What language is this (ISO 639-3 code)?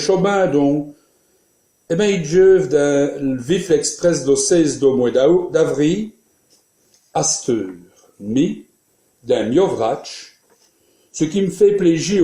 wln